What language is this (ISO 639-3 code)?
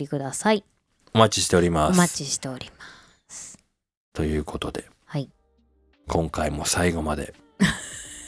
jpn